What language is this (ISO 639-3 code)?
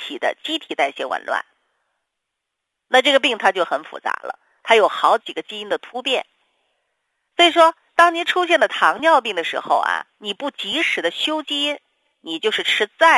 zho